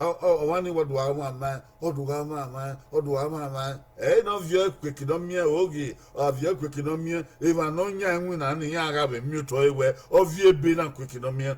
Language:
Bini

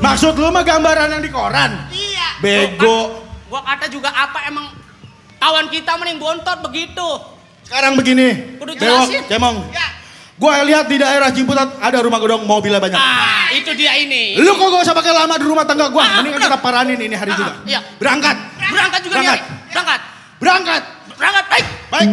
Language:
Betawi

